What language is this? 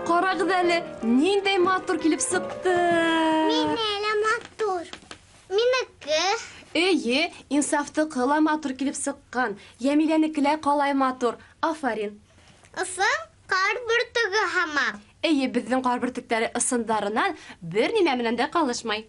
Bashkir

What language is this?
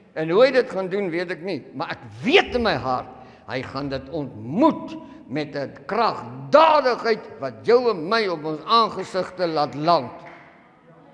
Afrikaans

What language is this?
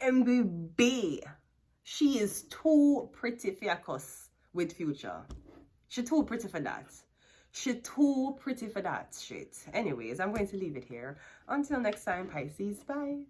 Jamaican Creole English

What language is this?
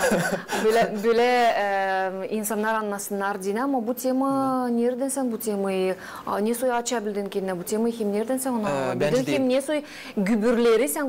Gagauz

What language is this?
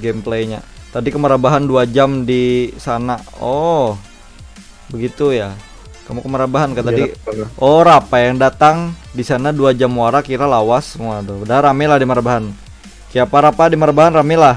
Banjar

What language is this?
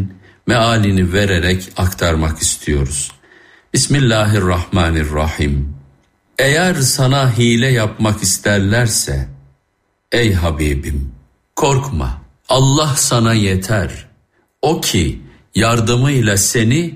Turkish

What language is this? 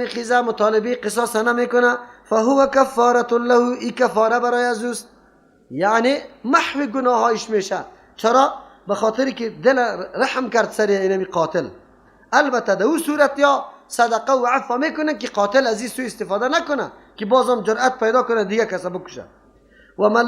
Persian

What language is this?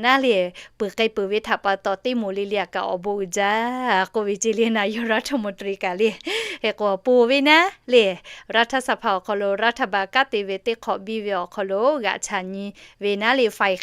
Lahu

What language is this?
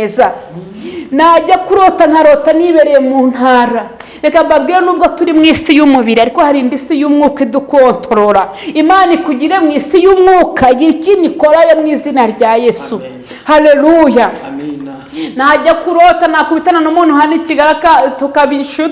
Kinyarwanda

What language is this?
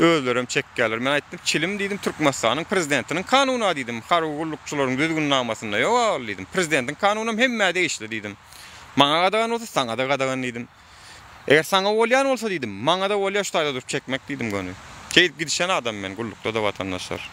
Turkmen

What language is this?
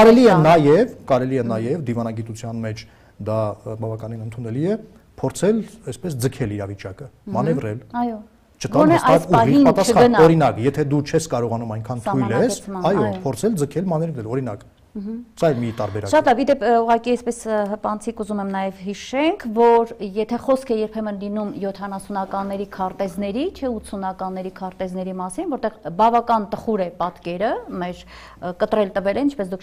Armenian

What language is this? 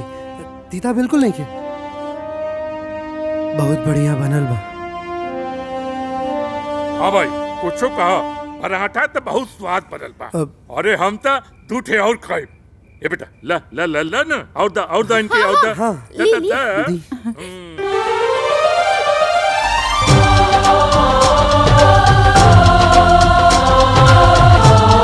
Bhojpuri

